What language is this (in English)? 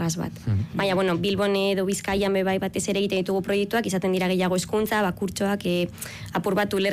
Basque